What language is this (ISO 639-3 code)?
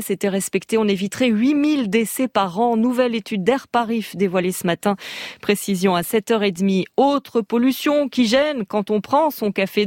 fra